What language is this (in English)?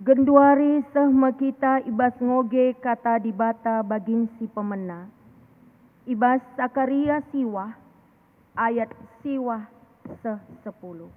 Batak Karo